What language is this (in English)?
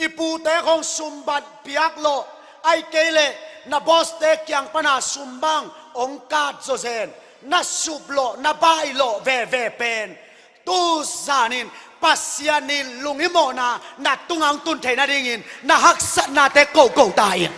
Tedim Chin